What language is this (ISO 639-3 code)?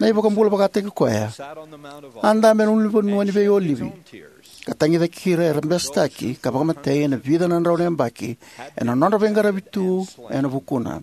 fij